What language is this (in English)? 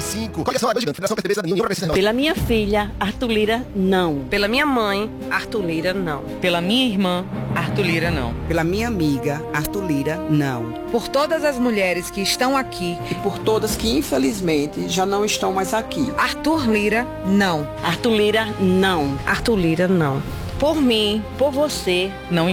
Portuguese